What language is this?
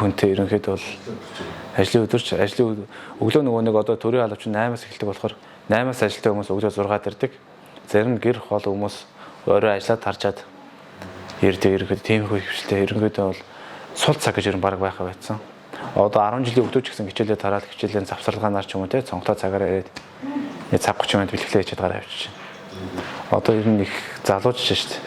Mongolian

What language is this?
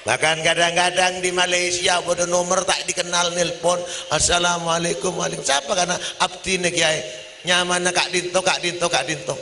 Madurese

